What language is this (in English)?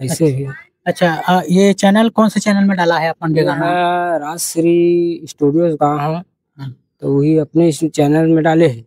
Chhattisgarhi